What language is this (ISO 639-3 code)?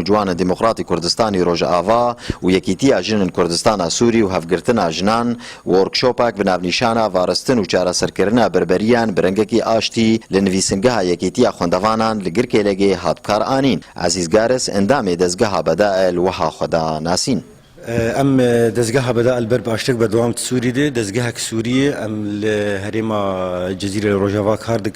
kur